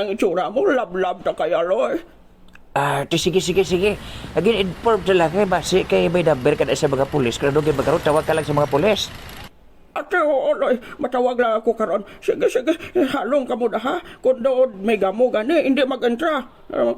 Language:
Hiligaynon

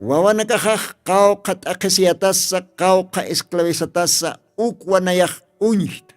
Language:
Aymara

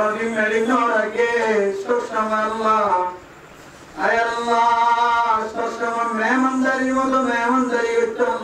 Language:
Rohingya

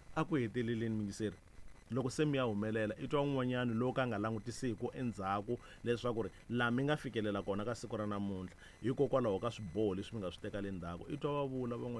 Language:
Tsonga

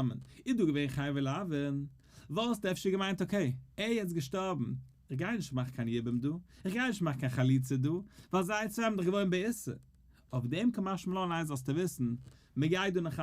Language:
Yiddish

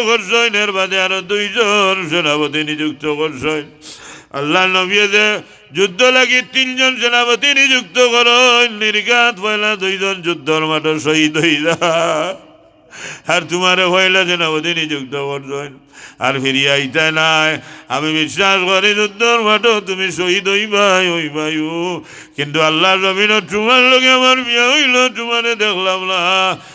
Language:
Sylheti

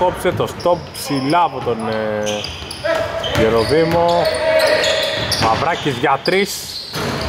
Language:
Greek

